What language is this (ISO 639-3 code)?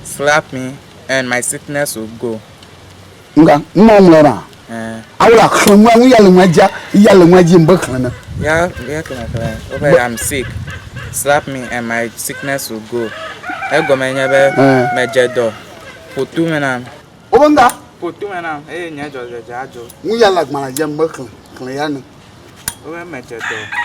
ewe